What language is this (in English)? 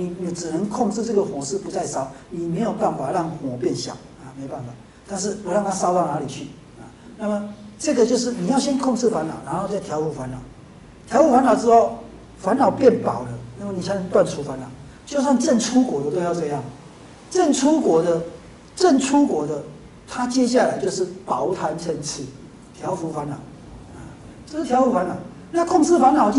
Chinese